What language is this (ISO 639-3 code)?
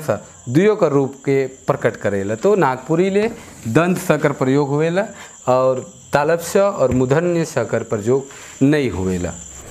sck